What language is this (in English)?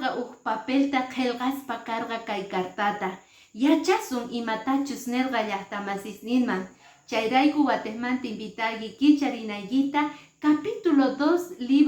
Quechua